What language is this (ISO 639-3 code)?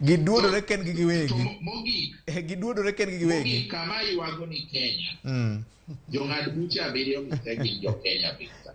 luo